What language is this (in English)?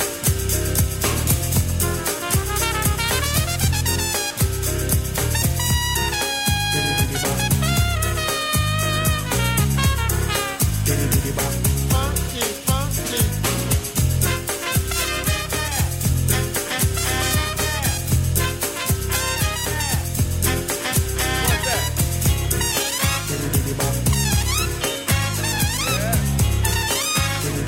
Portuguese